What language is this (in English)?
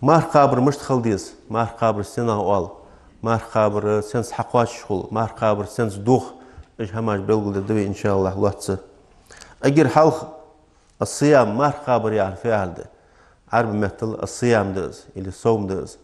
Ingush